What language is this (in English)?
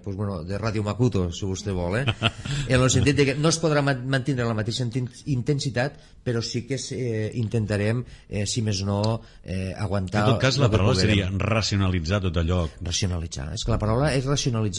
Catalan